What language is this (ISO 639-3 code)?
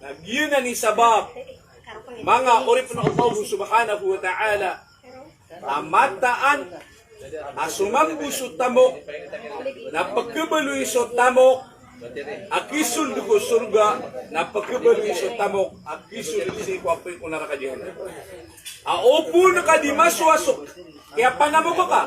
mrw